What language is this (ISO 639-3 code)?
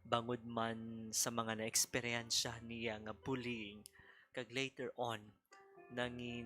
hil